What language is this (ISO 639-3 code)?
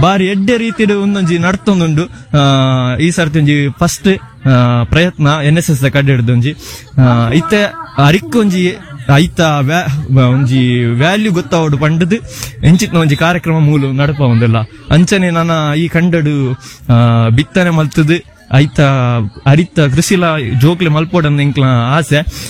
tcy